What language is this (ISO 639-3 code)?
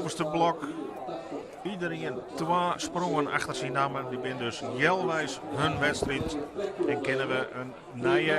fry